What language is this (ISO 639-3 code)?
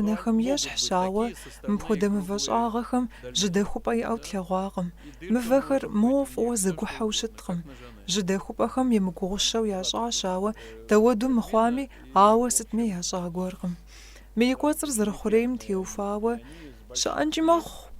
kbd